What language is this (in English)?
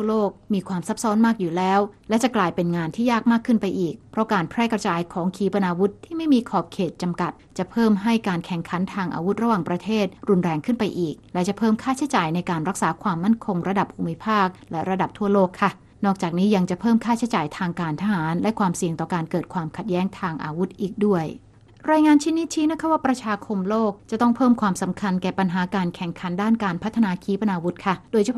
Thai